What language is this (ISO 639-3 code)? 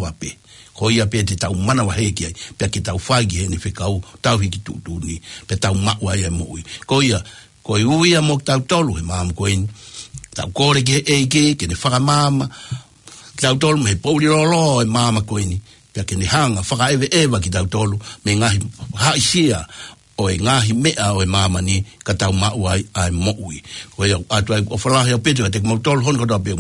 ton